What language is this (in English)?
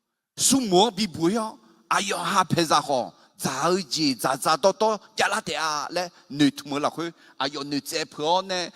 Akha